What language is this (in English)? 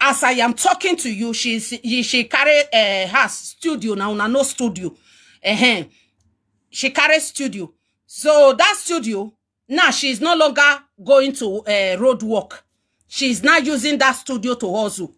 Nigerian Pidgin